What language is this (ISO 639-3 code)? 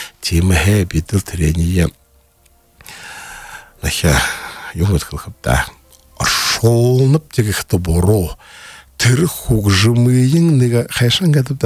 bua